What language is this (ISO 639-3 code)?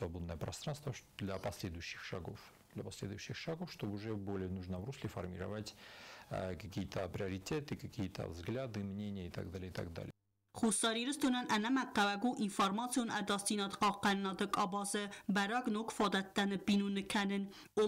oss